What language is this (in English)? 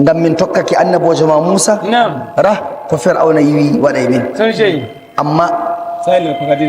Nigerian Fulfulde